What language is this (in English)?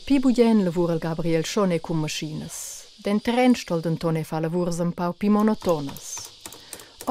Romansh